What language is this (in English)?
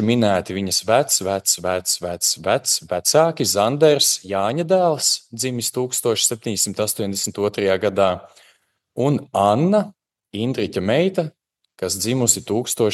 Latvian